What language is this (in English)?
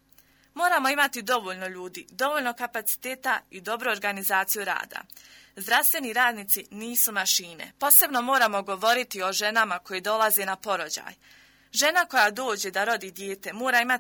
Bosnian